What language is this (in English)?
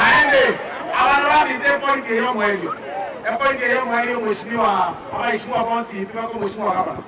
Gusii